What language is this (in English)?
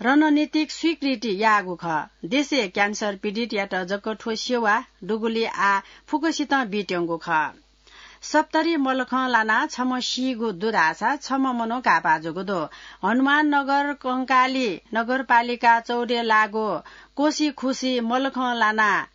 Newari